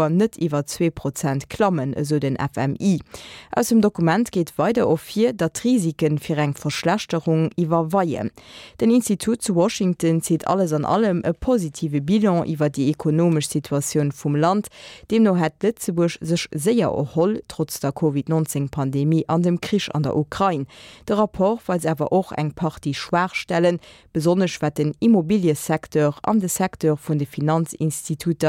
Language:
Luxembourgish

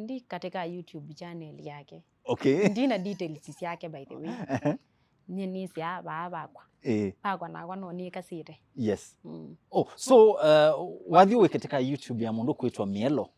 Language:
Kamba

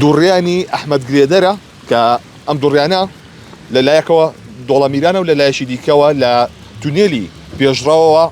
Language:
Central Kurdish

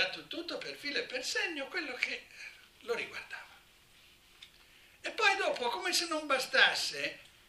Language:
Italian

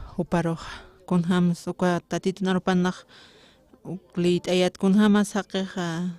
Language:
Aymara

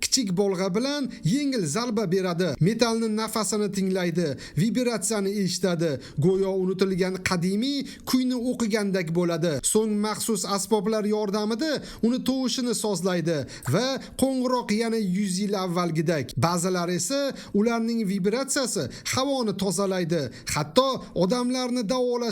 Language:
Uzbek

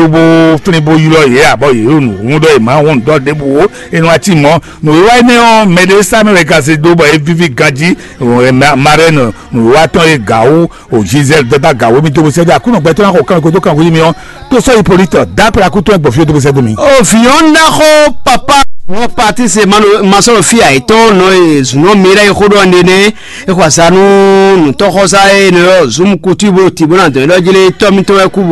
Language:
Fon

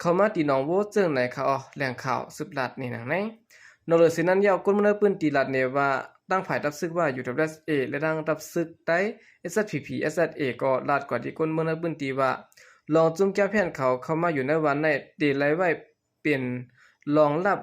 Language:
Shan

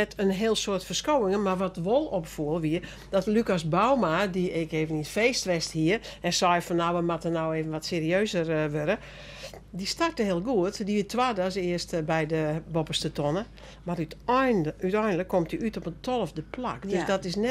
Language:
Western Frisian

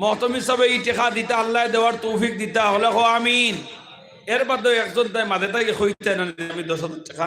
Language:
Sylheti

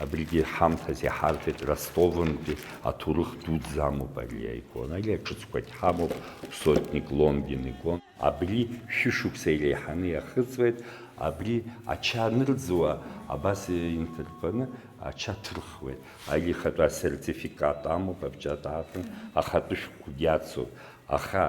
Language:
Abkhazian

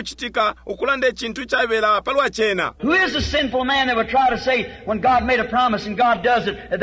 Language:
Bemba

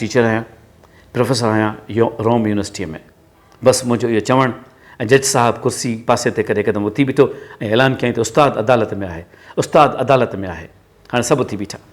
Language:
Sindhi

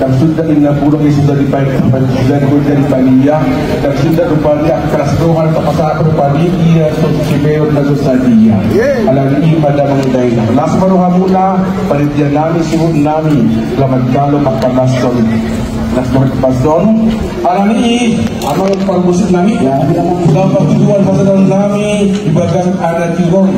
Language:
Batak Toba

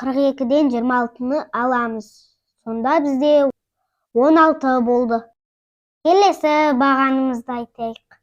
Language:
Kazakh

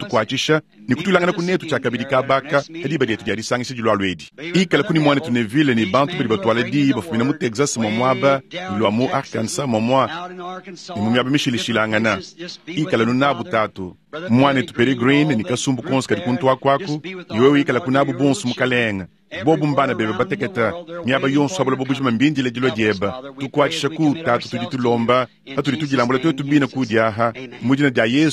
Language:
Luba-Lulua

